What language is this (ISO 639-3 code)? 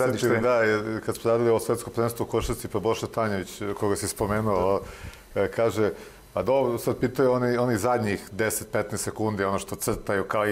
srp